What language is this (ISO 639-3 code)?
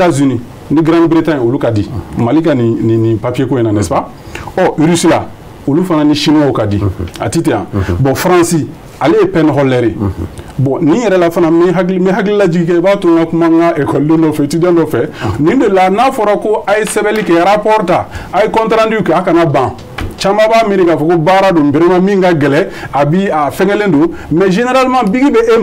bam